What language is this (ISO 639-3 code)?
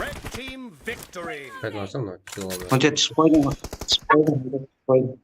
kaa